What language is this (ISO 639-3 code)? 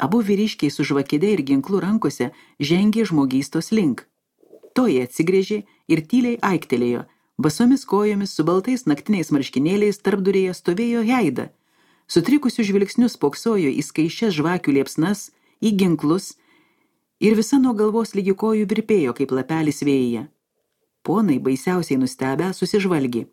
lit